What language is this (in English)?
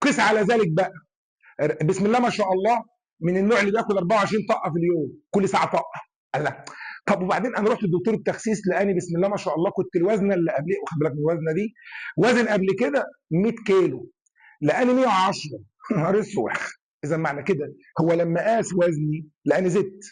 Egyptian Arabic